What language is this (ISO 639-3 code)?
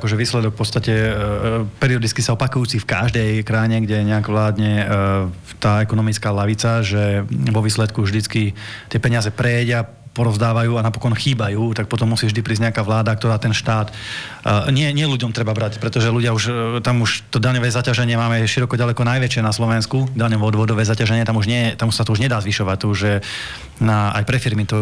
slk